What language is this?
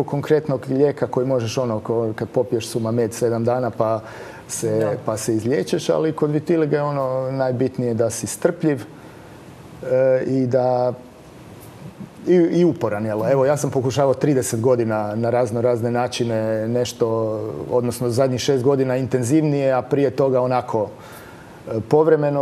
Croatian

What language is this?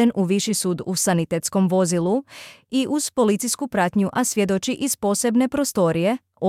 Bosnian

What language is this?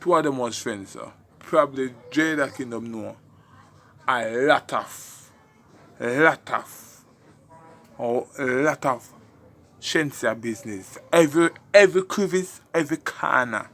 Jamaican Creole English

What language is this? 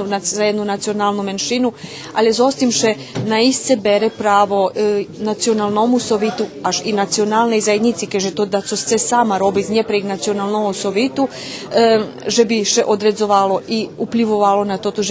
Rusyn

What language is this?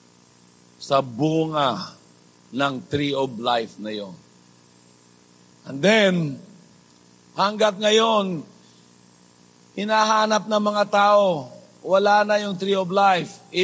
Filipino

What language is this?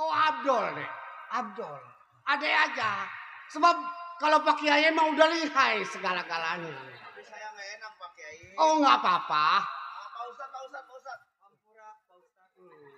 Betawi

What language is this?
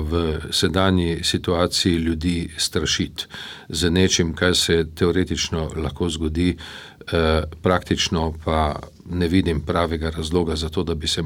Slovenian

